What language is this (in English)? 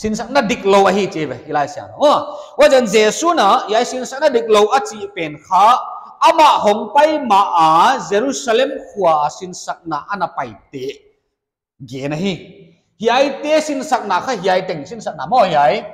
Paite Chin